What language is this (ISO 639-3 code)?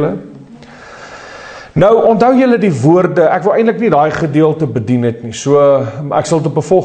afr